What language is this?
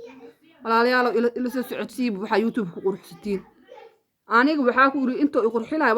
Somali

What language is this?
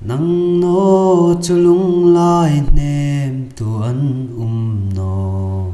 Hmar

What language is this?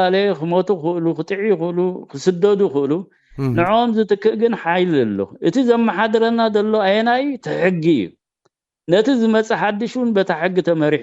Tigrinya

